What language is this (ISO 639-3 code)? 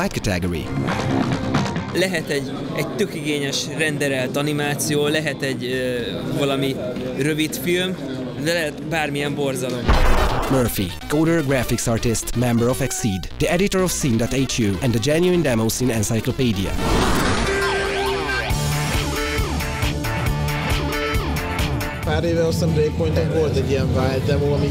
hun